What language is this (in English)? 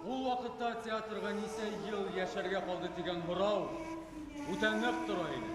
Bashkir